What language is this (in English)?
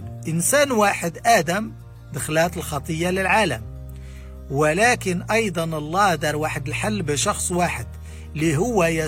Moroccan Arabic